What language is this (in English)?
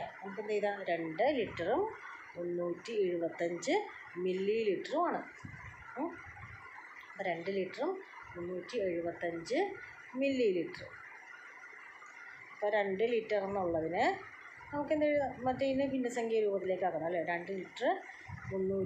Malayalam